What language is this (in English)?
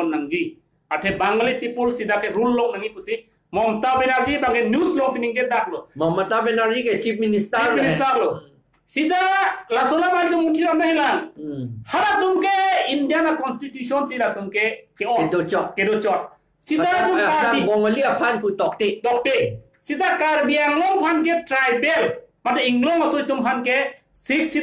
Karbi